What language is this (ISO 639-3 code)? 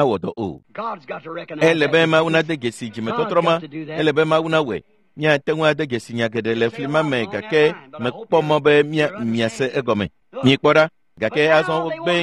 ewe